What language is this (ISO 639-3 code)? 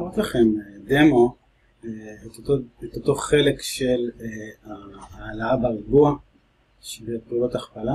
heb